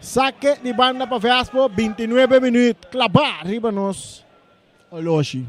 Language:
Papiamento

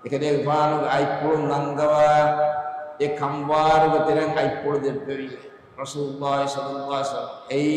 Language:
Divehi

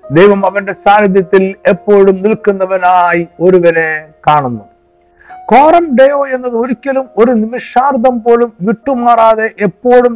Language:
Malayalam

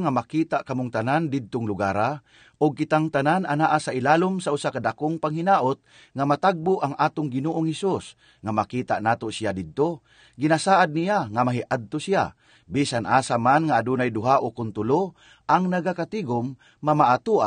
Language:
Cebuano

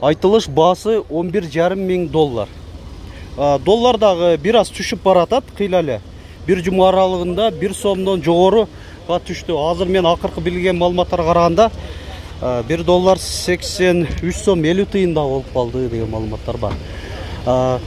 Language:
Kyrgyz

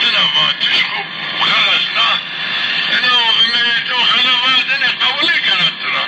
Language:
Zaza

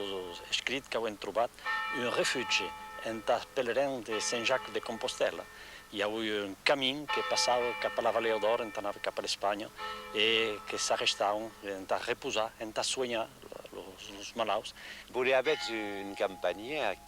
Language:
Occitan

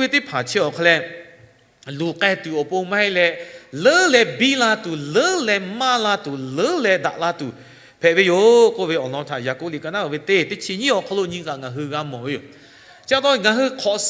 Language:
Lahu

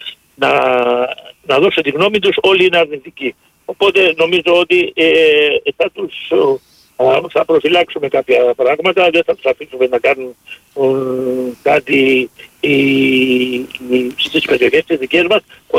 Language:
Greek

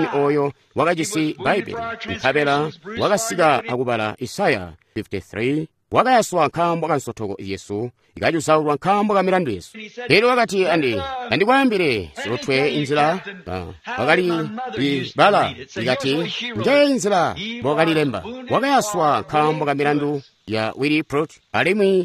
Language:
Tonga (Zambia)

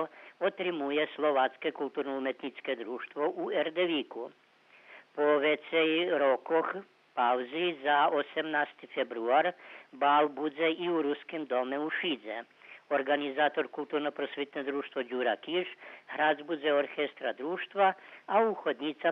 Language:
Rusyn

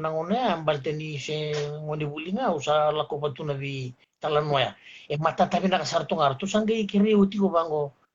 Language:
Fijian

